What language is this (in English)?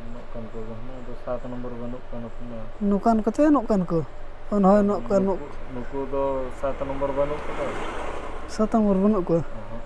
Santali